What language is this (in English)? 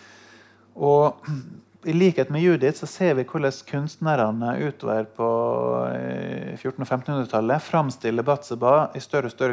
Norwegian